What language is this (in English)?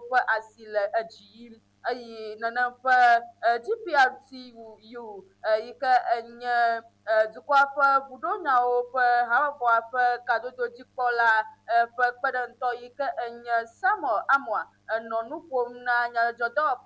Ewe